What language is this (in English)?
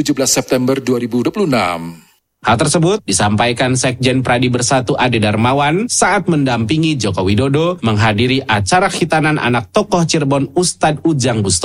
Indonesian